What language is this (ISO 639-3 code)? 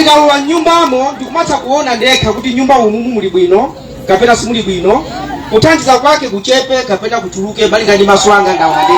nya